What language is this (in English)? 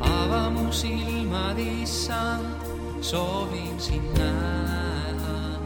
Estonian